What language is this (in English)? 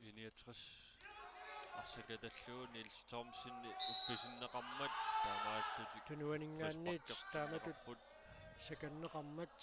Kalaallisut